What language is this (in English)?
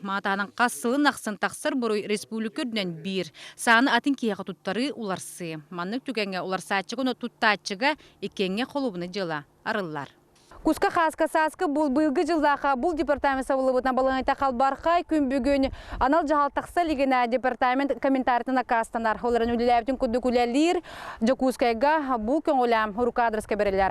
Yakut